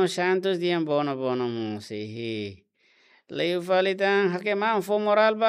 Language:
Tetum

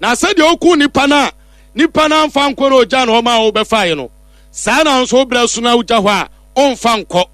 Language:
Akan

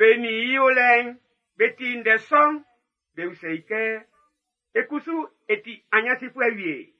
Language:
Baoulé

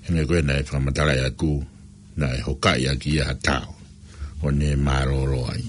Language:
Tongan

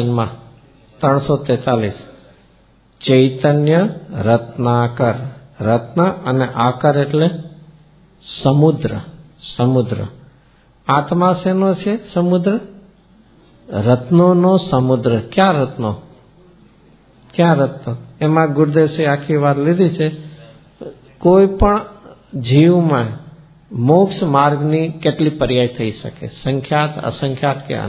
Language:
Gujarati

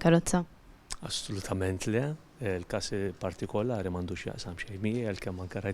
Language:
Maltese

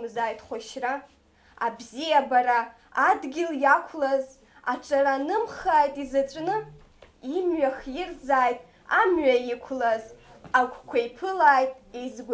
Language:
Abkhazian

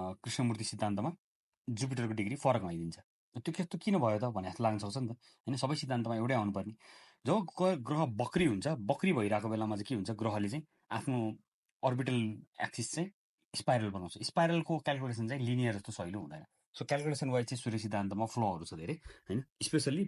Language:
Nepali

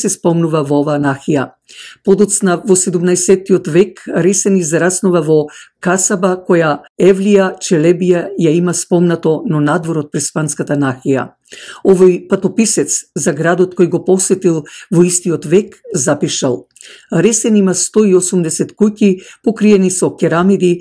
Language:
Macedonian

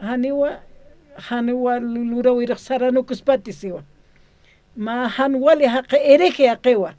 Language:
Aymara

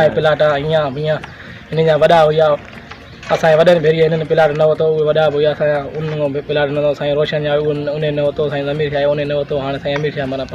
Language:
Sindhi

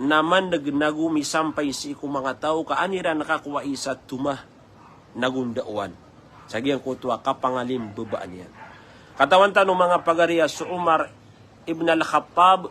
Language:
Maranao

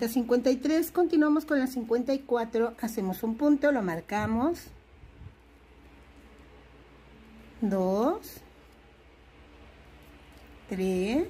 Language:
Spanish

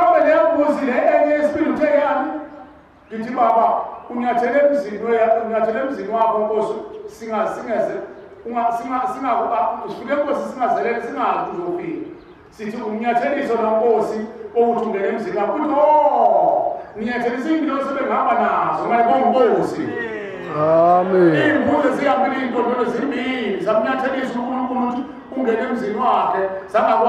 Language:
Zulu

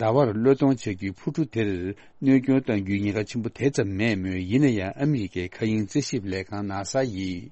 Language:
Tibetan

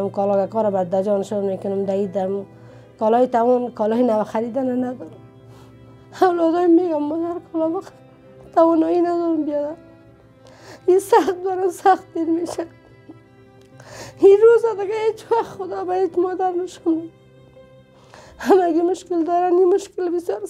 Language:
Persian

